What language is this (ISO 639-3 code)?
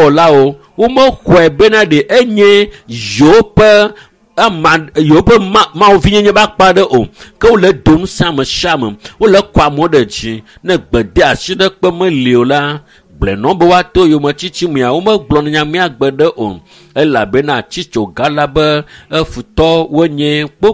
ewe